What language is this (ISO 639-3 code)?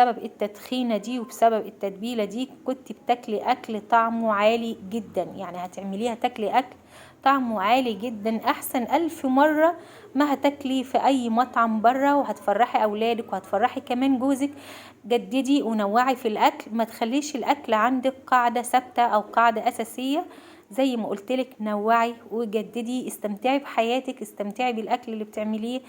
arz